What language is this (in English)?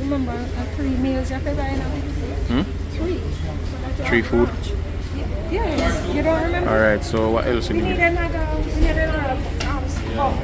Jamaican Creole English